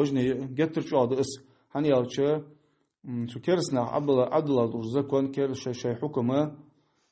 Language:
Ingush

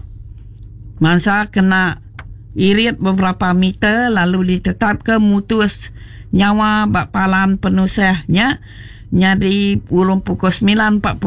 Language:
Iban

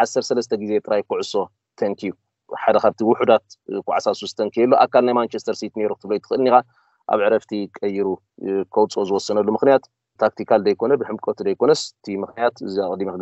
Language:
Tigrinya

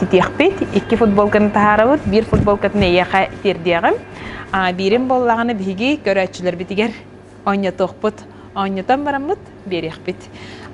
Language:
Yakut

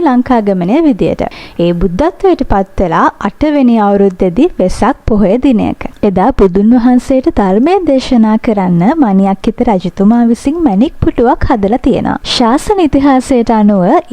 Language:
Sinhala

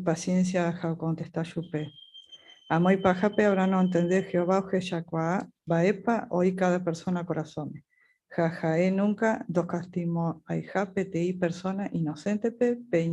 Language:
Guarani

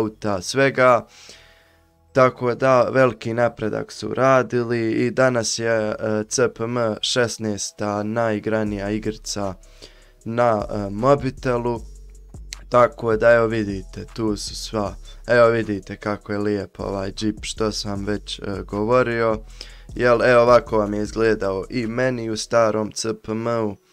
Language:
Croatian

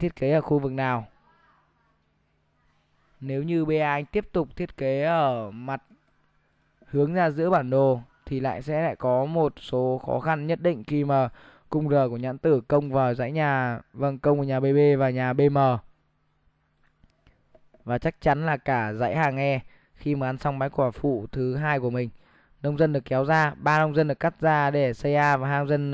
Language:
Vietnamese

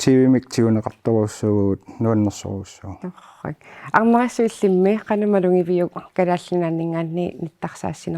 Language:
Kalaallisut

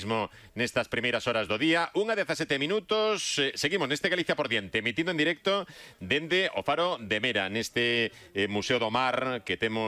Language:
Galician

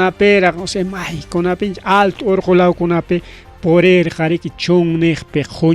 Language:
Ayacucho Quechua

